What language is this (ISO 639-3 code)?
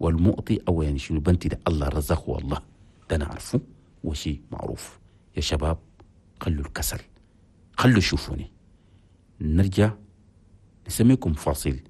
shu